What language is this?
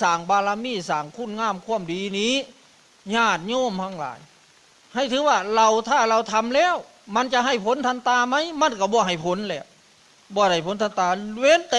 Northeastern Thai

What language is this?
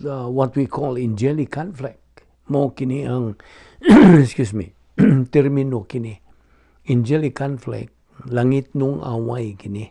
Cebuano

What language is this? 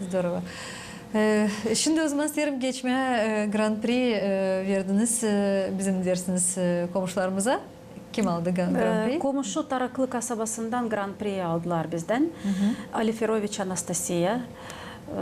Gagauz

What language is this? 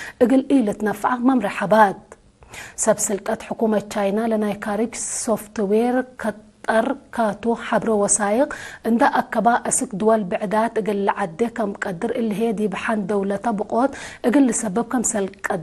Tigre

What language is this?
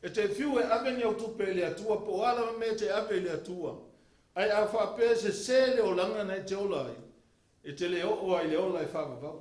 Samoan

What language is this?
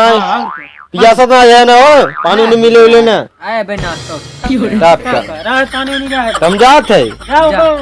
Awadhi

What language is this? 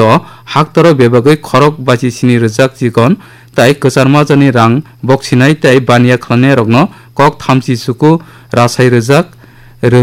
Kok Borok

